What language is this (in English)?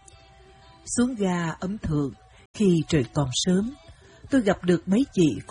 Vietnamese